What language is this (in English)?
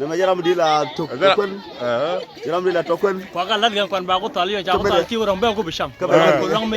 Nuer